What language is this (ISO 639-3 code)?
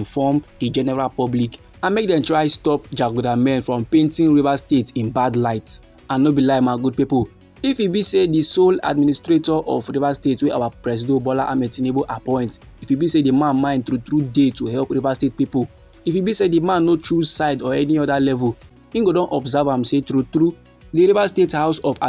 pcm